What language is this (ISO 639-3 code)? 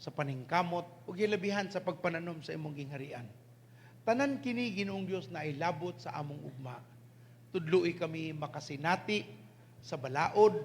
ceb